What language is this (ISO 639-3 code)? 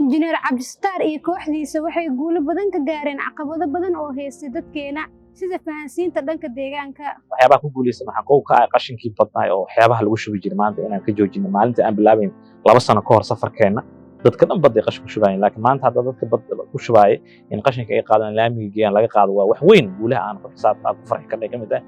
som